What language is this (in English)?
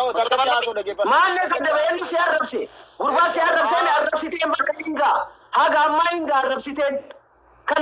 Oromo